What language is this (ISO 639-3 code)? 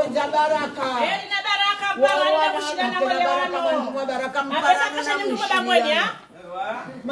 swa